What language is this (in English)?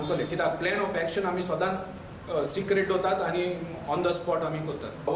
Konkani